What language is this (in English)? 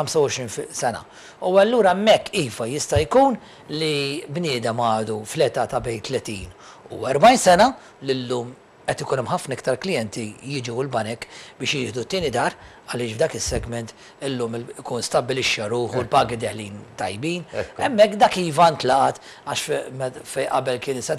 Maltese